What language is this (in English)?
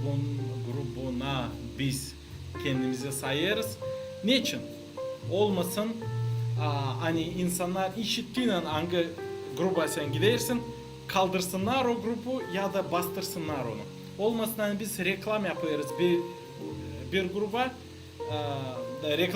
Gagauz